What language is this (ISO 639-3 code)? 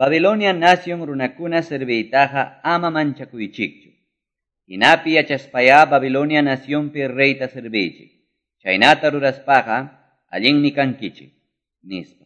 que